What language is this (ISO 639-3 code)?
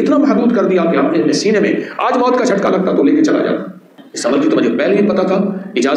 urd